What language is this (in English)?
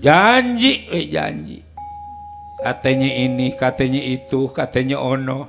Betawi